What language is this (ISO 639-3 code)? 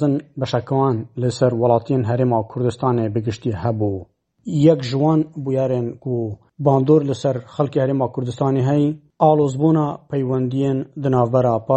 kur